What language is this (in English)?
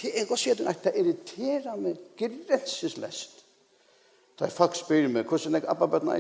Faroese